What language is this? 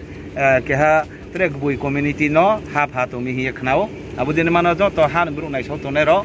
Riang (India)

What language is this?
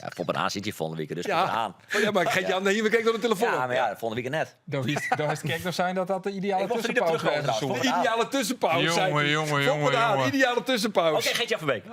Western Frisian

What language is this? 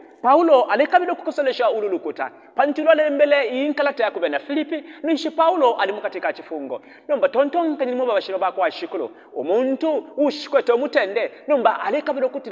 Bemba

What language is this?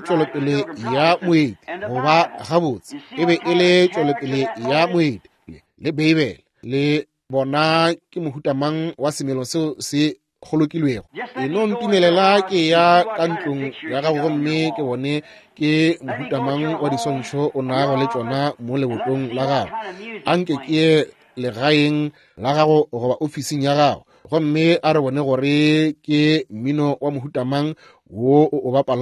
Northern Sotho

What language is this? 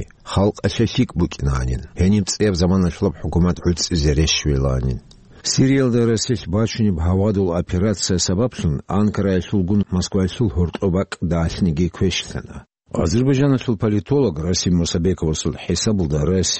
Avaric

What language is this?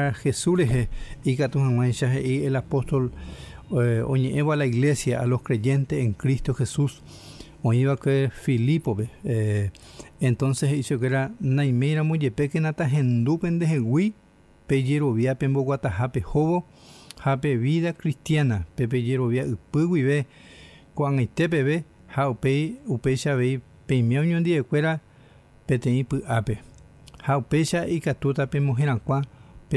Guarani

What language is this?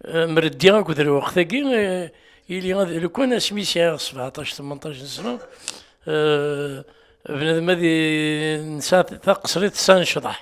Kabyle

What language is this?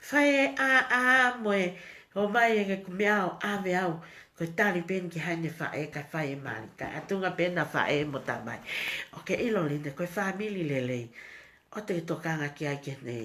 Tongan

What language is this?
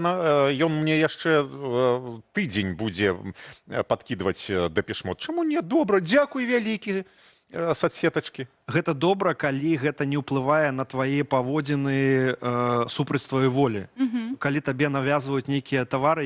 Belarusian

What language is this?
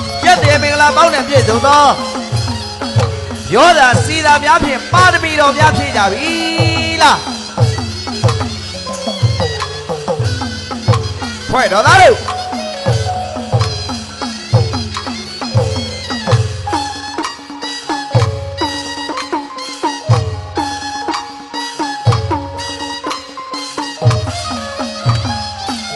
Burmese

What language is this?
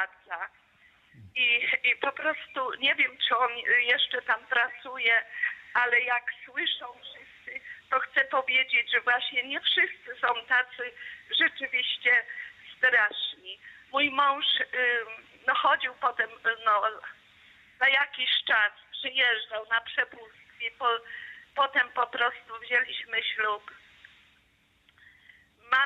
Polish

